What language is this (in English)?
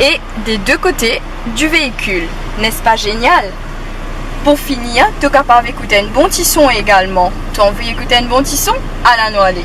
Morisyen